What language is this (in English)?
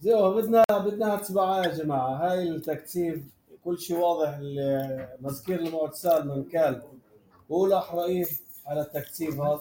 North Levantine Arabic